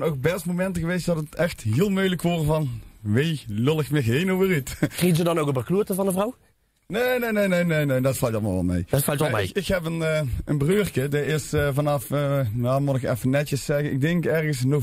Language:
Limburgish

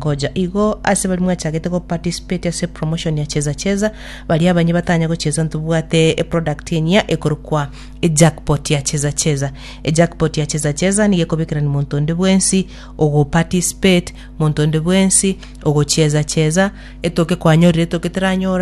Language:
Gusii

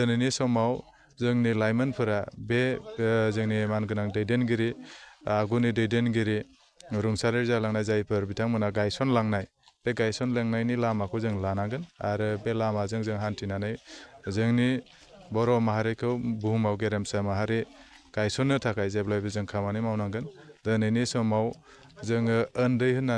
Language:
Bodo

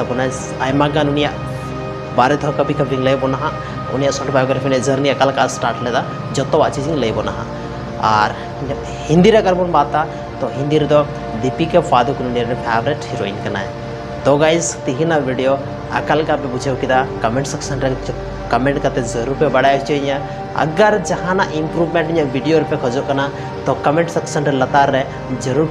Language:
Santali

